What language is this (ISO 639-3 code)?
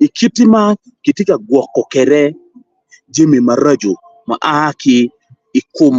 ach